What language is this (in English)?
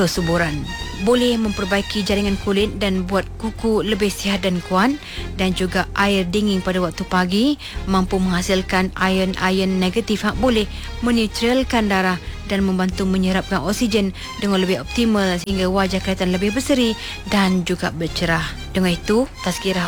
Malay